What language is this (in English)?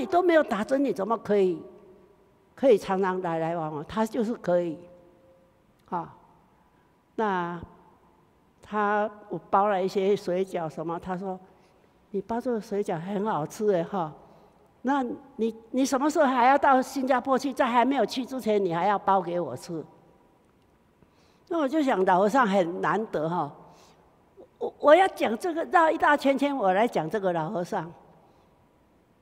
Chinese